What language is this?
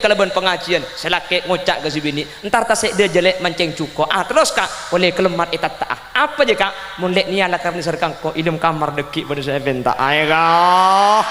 Madurese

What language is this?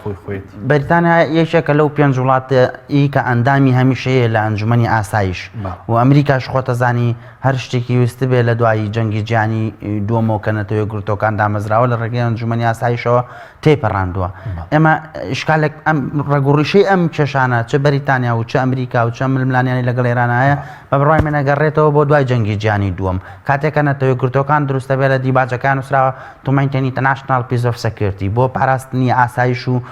Central Kurdish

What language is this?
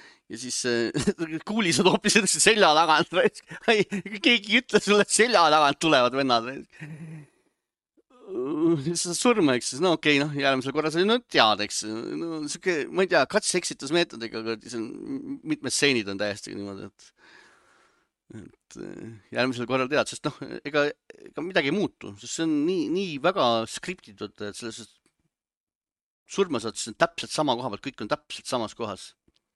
Estonian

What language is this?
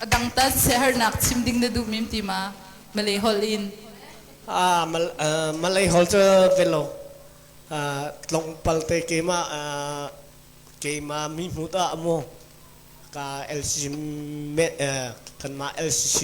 Hakha Chin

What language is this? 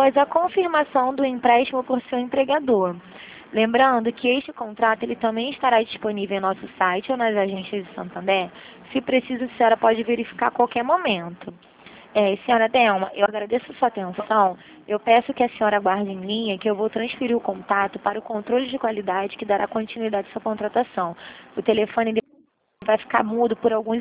Portuguese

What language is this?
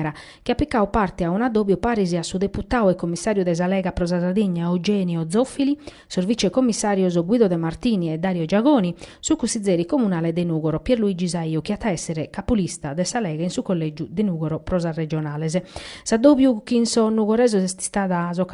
Sardinian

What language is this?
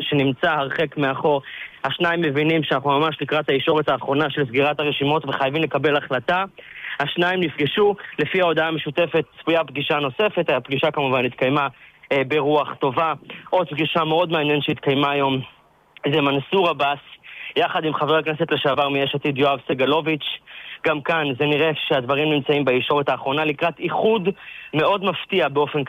Hebrew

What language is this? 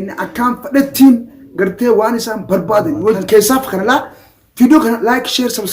Oromo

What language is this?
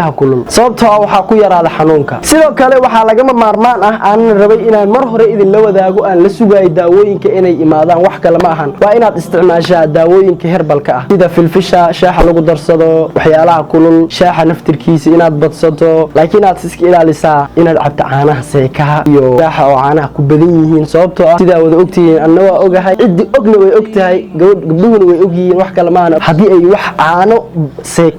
Somali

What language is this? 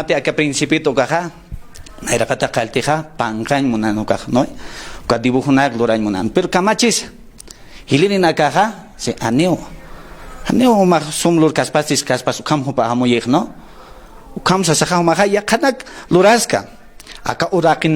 Aymara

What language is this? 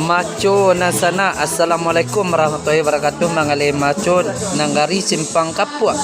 Minangkabau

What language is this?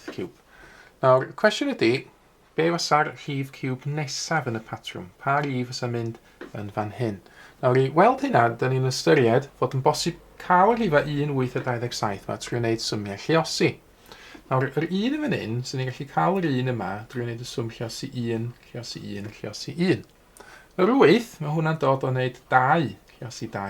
Welsh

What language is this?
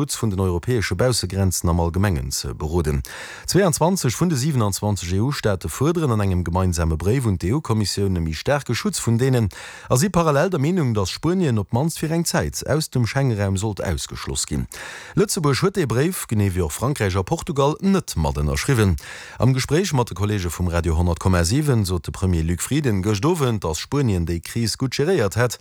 Luxembourgish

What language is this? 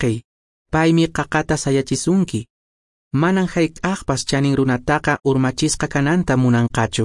Quechua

